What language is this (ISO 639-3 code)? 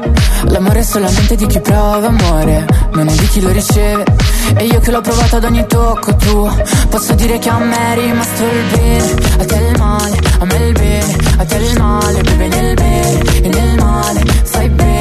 ita